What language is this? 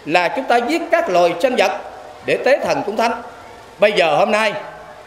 Vietnamese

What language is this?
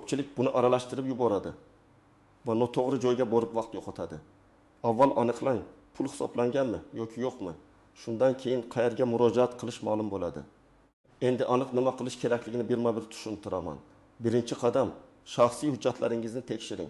Uzbek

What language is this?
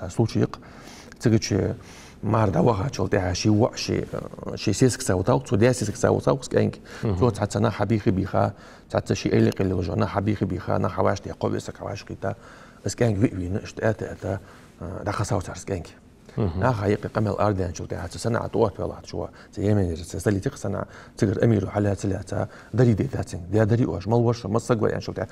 Ingush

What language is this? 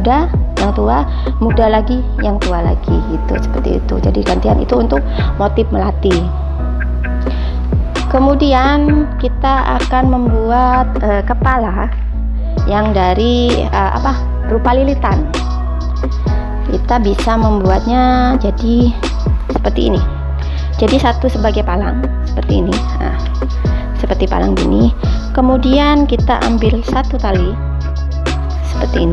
Indonesian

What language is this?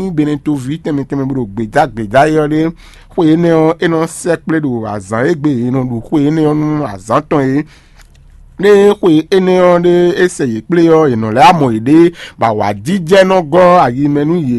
Fon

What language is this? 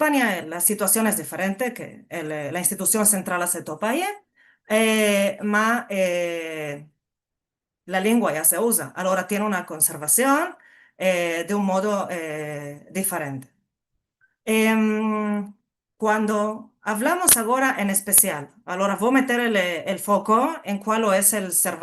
Ladino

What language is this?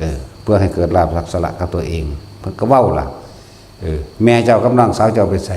Northeastern Thai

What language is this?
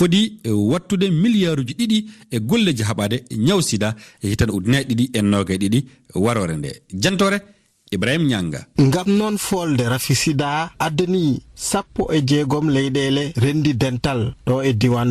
Fula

